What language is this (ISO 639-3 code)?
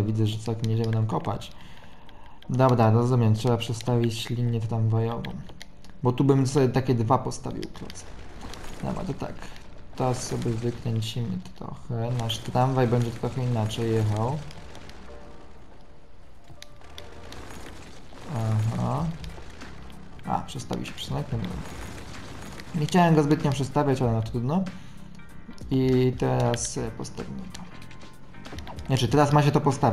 pol